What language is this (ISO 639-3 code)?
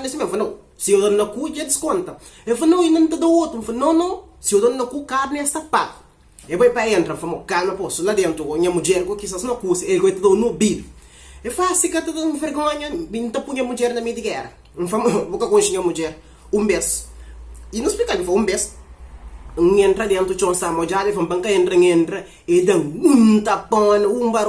kea